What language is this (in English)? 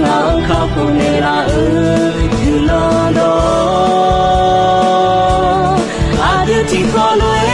Akha